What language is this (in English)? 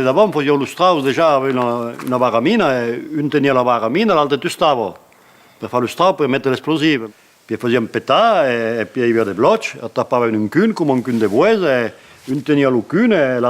Occitan